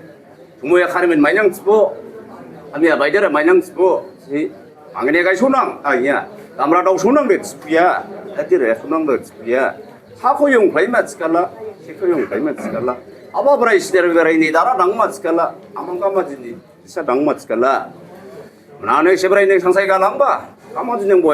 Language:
Dimasa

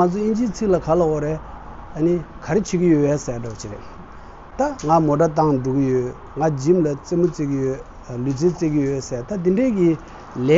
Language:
Tibetan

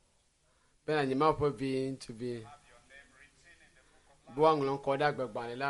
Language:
Ewe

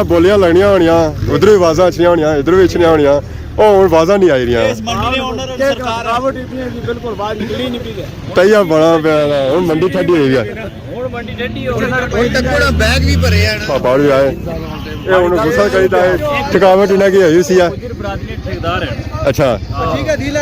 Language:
Pahari-Potwari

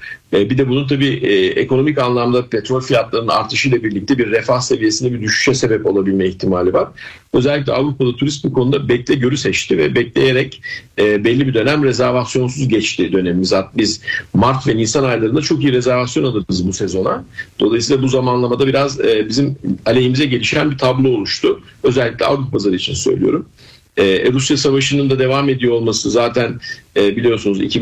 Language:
Turkish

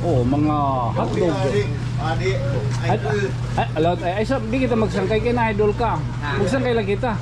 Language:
Waray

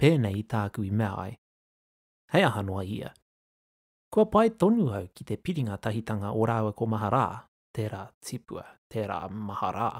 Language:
Māori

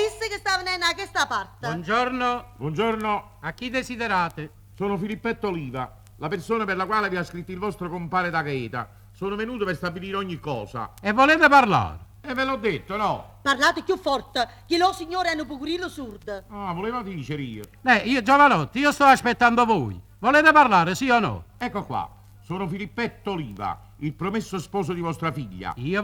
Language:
Neapolitan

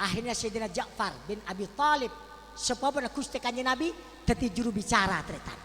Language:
Madurese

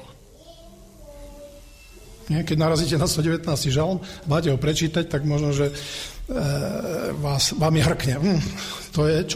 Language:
Slovak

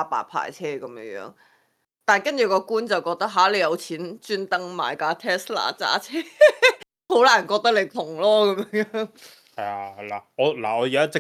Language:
Cantonese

